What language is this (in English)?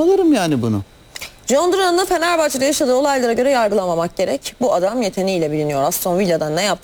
Turkish